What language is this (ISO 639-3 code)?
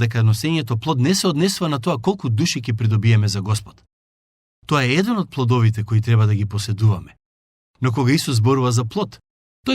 mkd